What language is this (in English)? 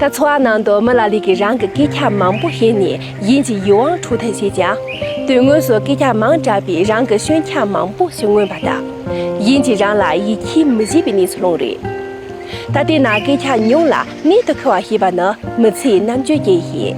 Tibetan